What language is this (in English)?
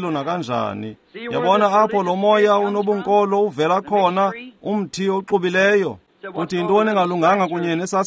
Xhosa